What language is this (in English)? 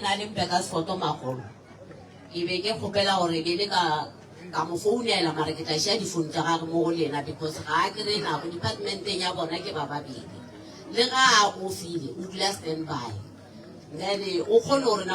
Northern Sotho